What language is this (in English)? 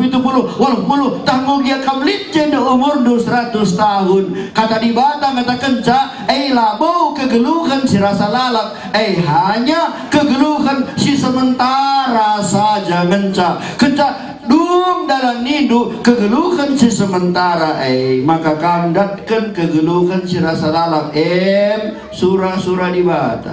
Batak Karo